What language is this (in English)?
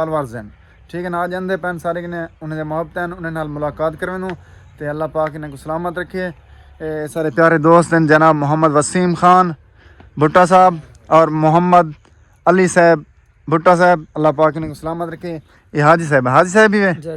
Saraiki